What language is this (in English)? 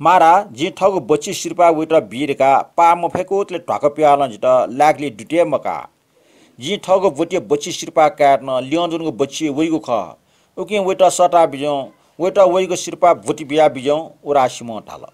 Newari